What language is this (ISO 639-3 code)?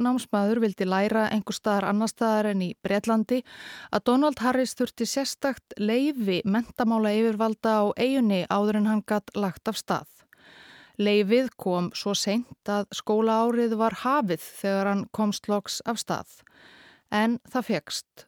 isl